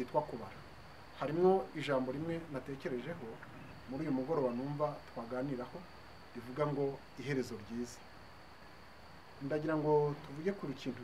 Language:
Kinyarwanda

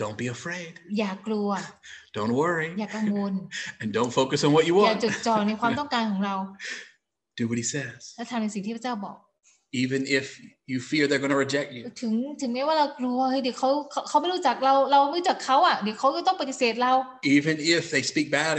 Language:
Thai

